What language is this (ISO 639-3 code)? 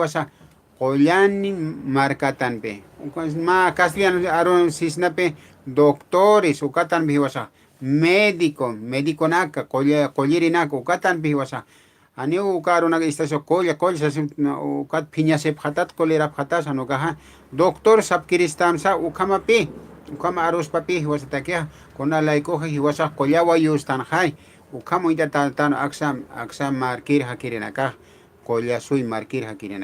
aym